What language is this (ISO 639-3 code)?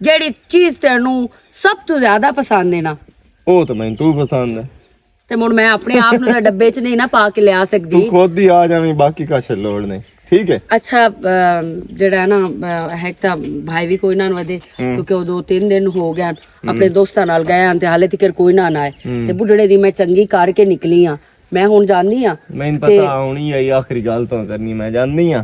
lah